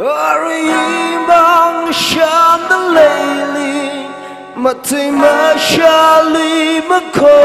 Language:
Tangkhul Naga (India)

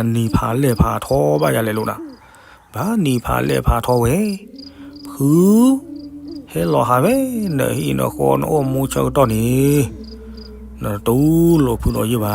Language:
S'gaw Karen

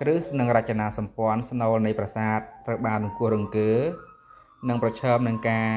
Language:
Khmer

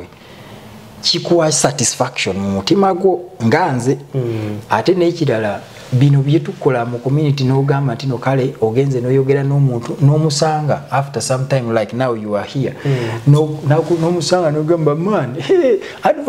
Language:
Ganda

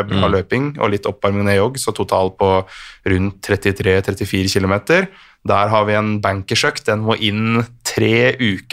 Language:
Norwegian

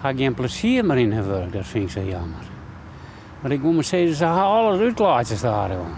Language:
Western Frisian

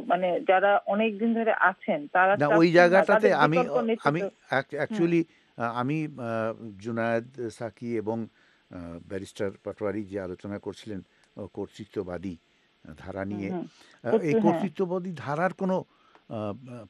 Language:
Bangla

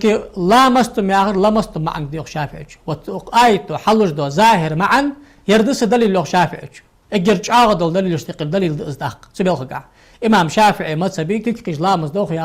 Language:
Ingush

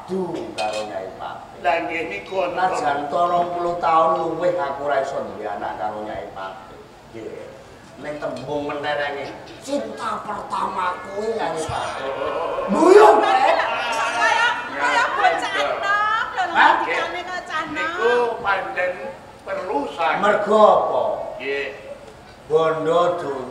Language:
Javanese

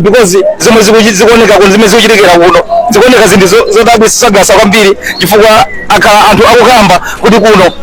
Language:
Nyanja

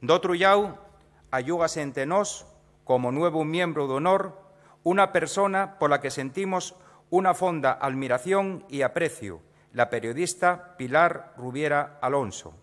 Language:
Asturian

